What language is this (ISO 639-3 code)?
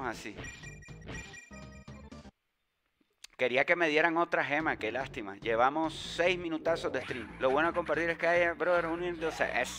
spa